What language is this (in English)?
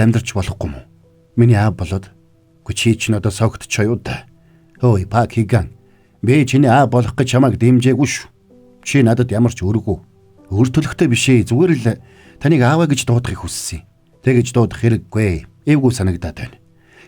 Mongolian